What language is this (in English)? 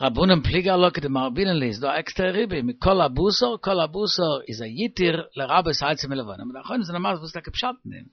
Yiddish